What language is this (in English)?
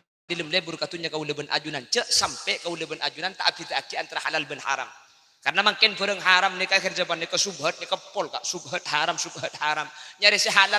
Madurese